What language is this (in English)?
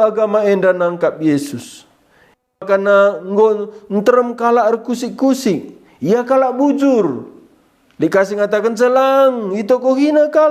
Batak Karo